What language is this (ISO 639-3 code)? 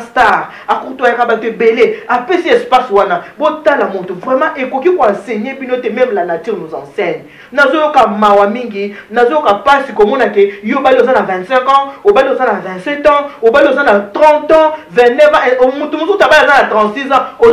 lin